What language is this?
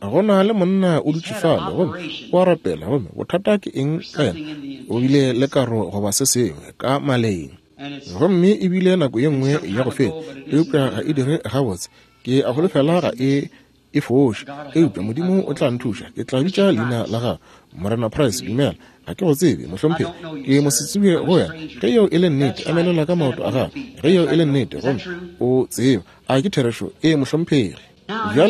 Northern Sotho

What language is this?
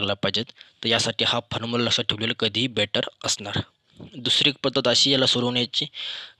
Marathi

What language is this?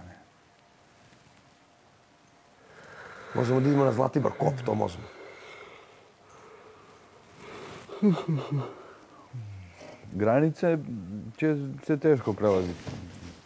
Serbian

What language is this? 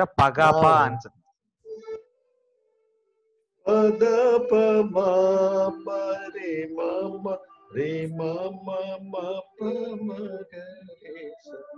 Telugu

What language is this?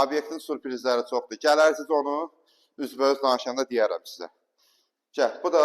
Azerbaijani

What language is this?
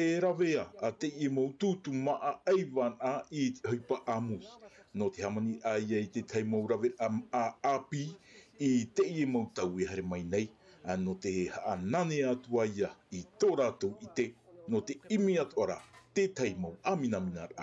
Tahitian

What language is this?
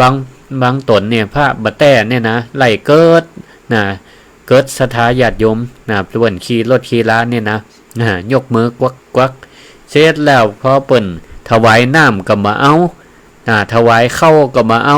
Northern Thai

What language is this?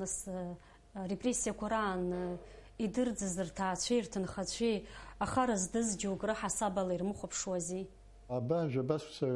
Abkhazian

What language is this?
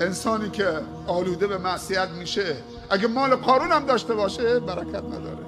Persian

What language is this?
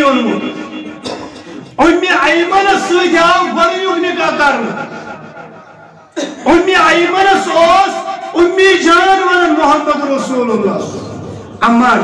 Kashmiri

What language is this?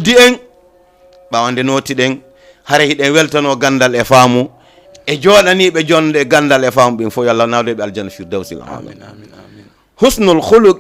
Fula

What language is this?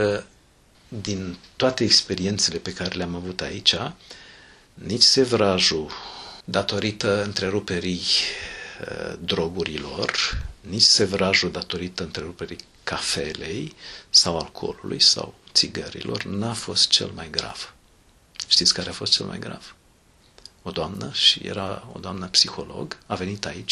Romanian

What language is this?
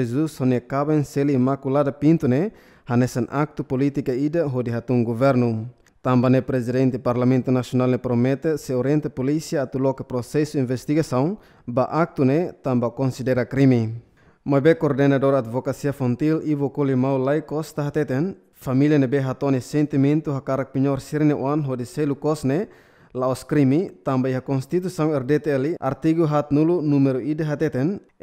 Tetum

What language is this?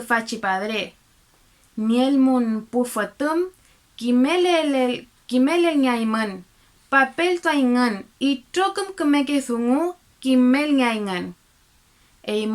Mapuche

